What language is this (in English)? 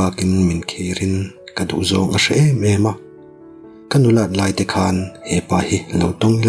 Mizo